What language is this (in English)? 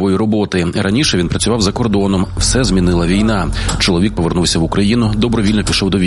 Ukrainian